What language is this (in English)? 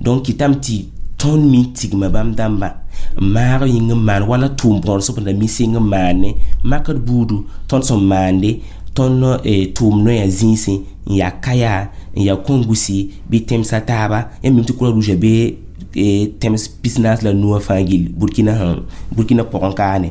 Mossi